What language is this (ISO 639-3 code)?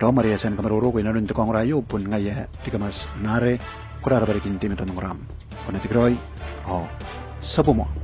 gil